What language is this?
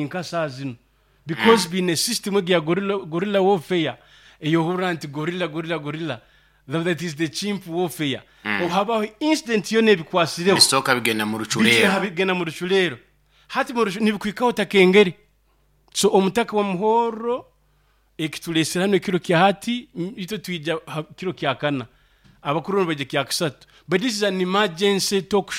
Nyoro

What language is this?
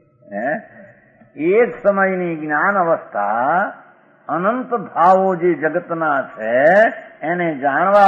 Gujarati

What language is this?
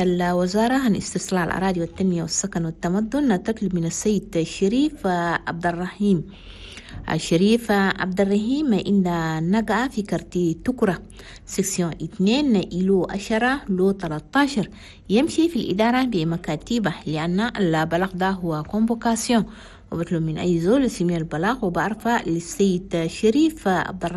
Chadian Arabic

